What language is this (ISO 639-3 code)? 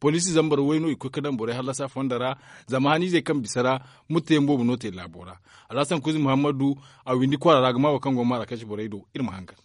dje